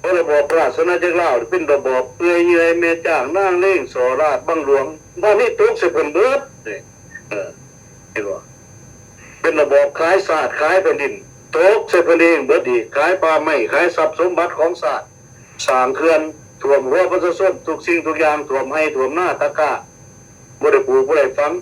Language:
Lao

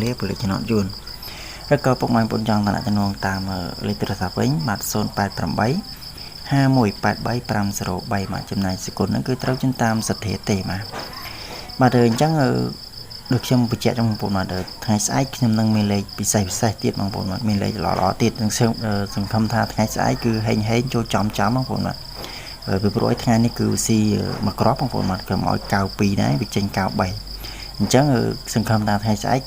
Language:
Khmer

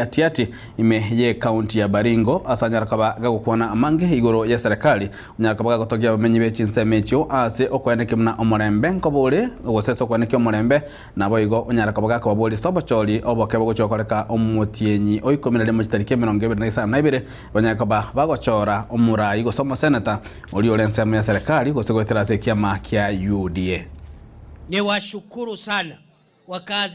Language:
Gusii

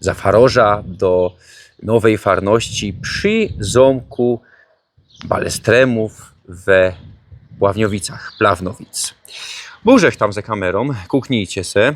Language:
Silesian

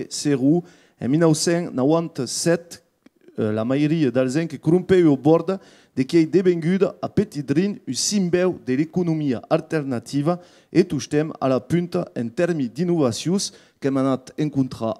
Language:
Occitan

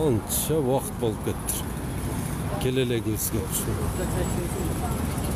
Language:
Kyrgyz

